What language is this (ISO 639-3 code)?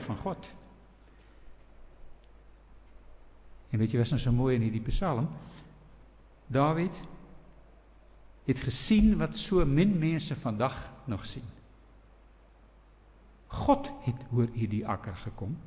afr